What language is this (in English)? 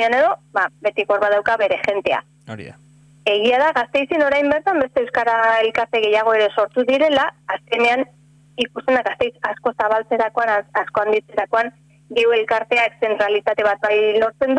Basque